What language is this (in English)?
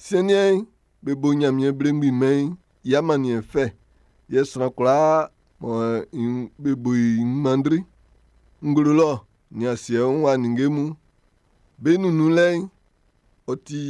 Baoulé